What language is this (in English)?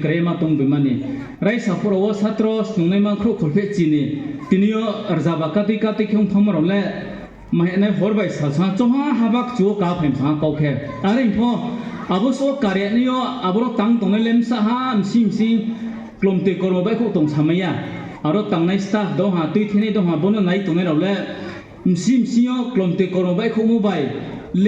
Riang (India)